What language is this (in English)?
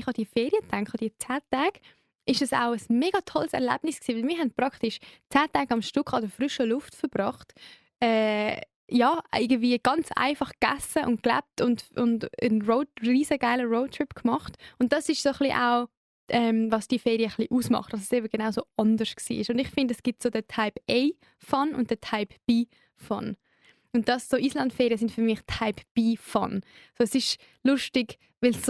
Swiss German